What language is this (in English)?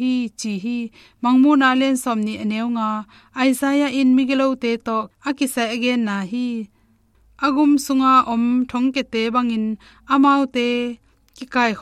Tedim Chin